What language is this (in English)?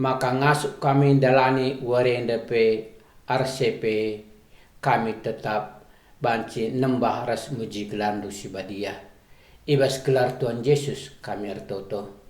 Batak Karo